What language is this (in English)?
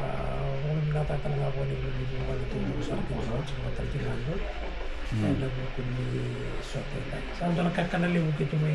Fijian